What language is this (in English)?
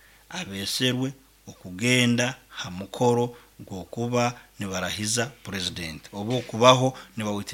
Nyankole